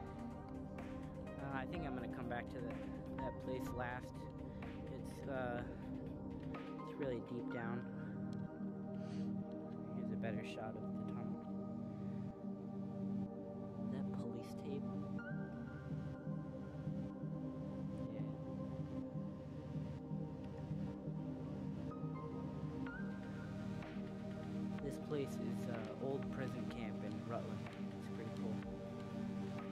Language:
English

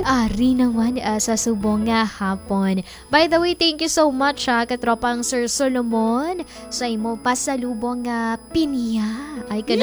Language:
Hiligaynon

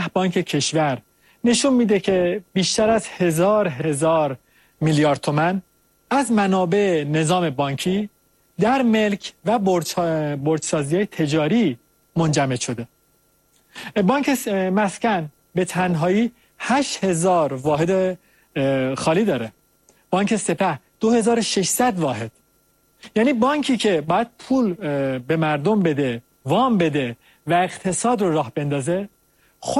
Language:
Persian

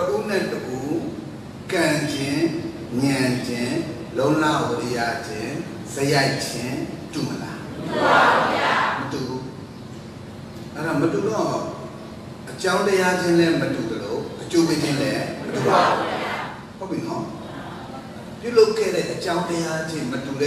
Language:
Burmese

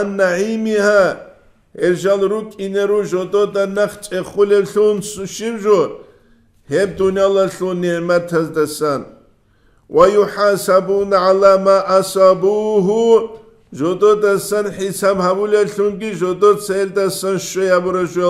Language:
Avaric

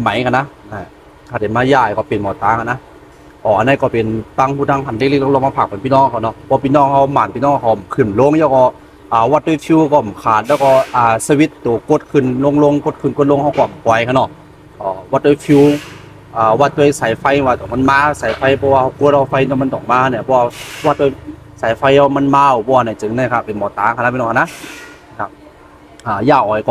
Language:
Shan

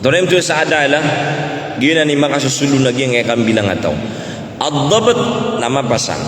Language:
Maranao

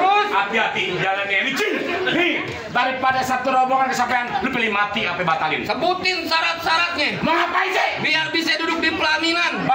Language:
Betawi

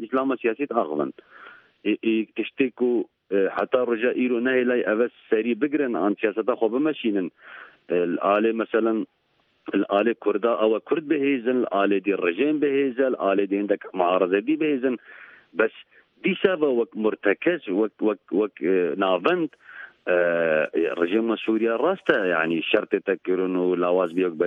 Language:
Central Kurdish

